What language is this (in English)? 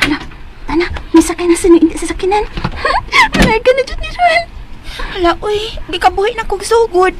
Cebuano